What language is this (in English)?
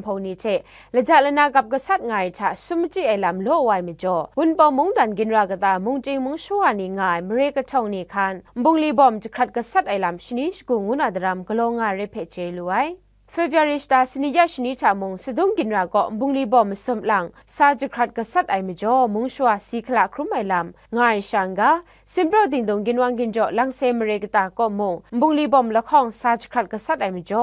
Kachin